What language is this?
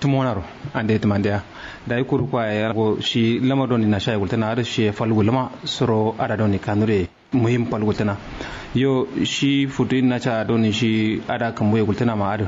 Kanuri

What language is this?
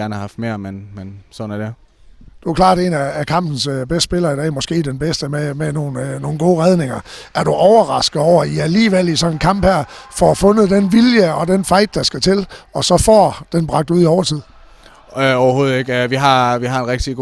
Danish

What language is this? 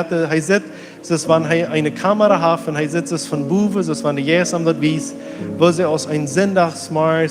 Plautdietsch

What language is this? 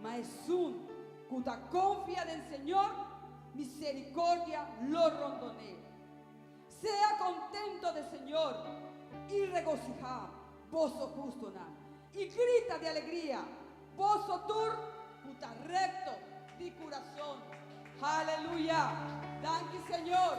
Papiamento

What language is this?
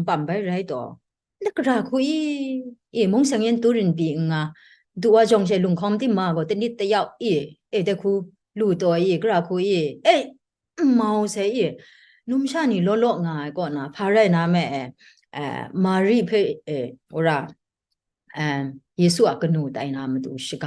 Kachin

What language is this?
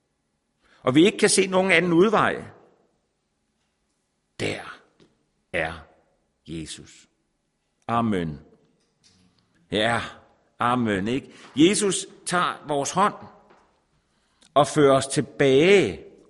Danish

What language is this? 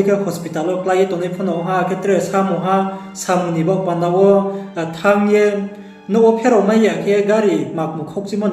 Riang (India)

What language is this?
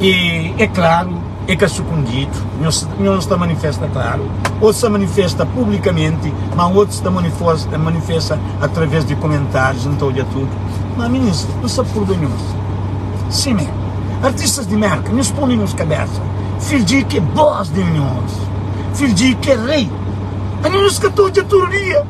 Kabuverdianu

